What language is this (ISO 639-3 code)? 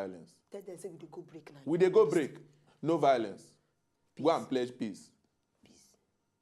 pcm